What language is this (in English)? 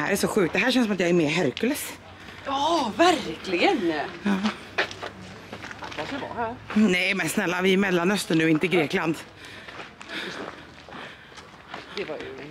Swedish